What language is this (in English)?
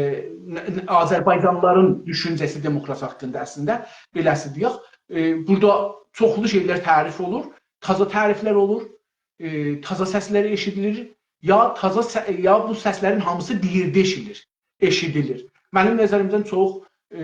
South Azerbaijani